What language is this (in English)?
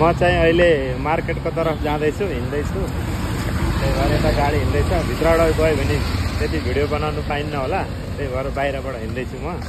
Nepali